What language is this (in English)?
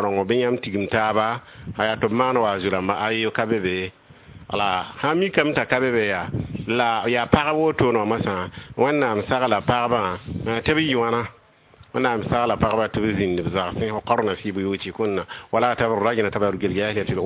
Mossi